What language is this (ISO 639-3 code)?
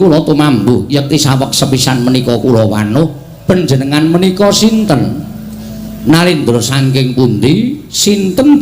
jav